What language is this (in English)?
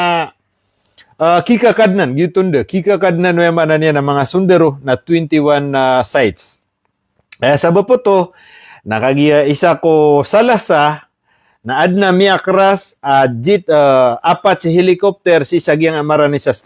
Maranao